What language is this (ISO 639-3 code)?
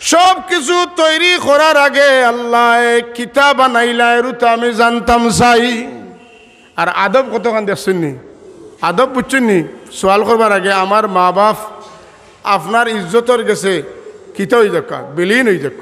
syl